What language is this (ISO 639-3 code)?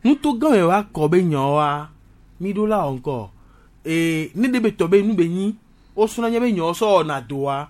gej